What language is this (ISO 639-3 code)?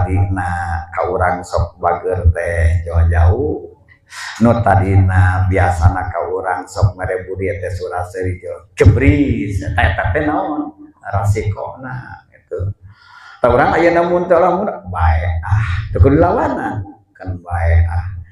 sun